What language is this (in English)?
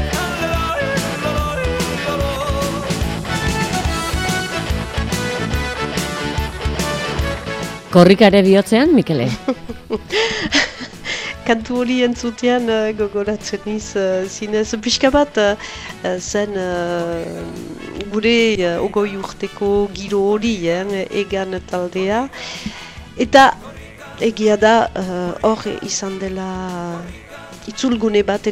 Basque